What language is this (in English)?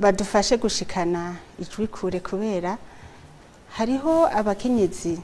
Rundi